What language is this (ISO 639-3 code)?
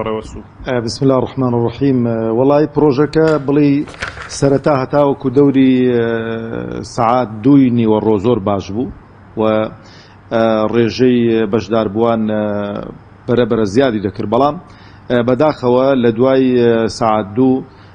ckb